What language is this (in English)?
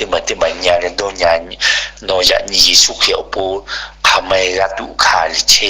Lahu